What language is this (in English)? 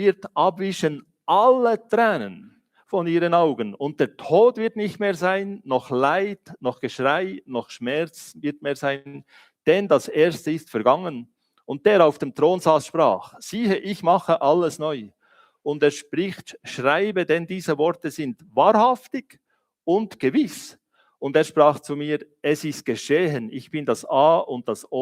Swiss German